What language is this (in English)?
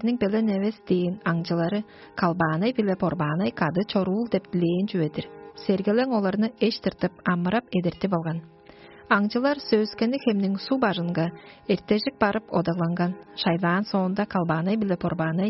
Tuvinian